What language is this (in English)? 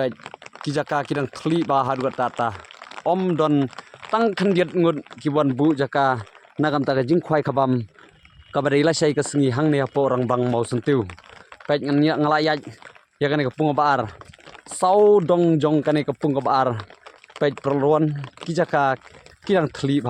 Khasi